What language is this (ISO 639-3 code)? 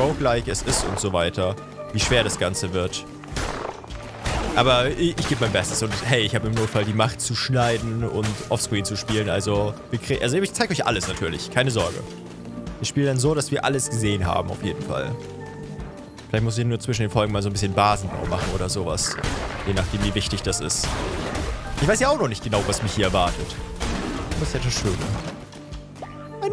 deu